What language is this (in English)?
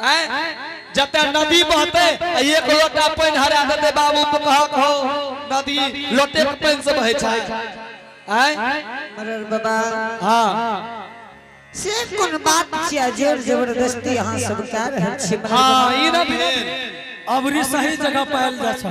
Angika